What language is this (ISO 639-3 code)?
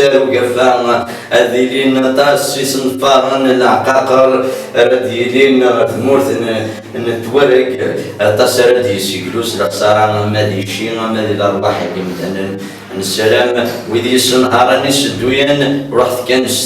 kab